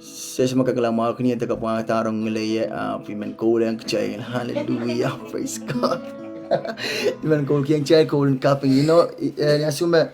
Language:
Pohnpeian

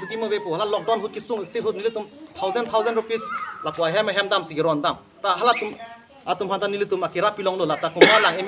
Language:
Karbi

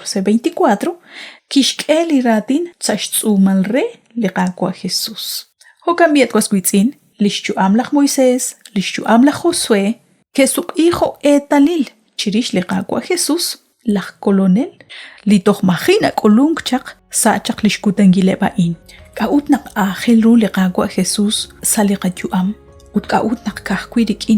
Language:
Kekchí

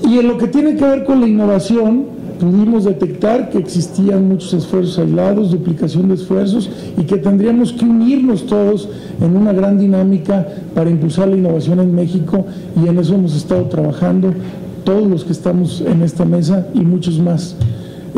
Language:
Spanish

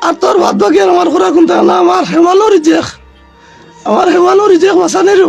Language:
Sylheti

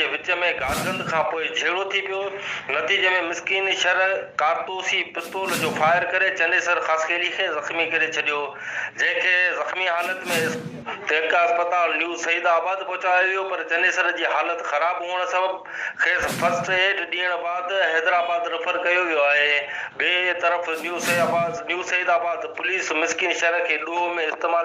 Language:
Sindhi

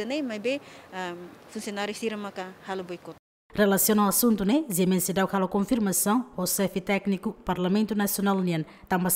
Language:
Tetum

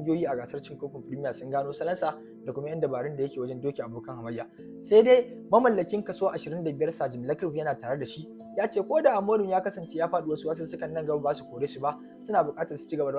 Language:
Hausa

